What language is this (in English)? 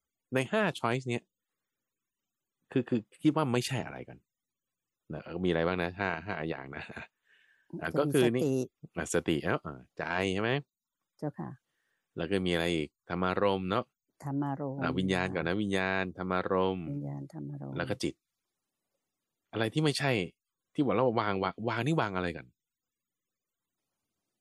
Thai